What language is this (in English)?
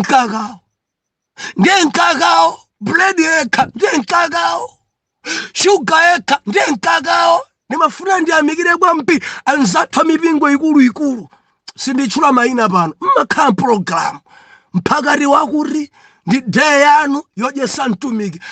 Nyanja